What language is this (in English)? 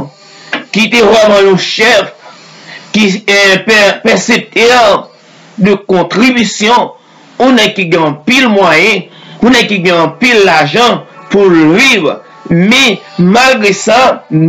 Haitian Creole